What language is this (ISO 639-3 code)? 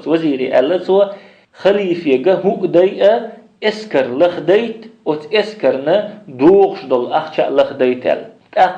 che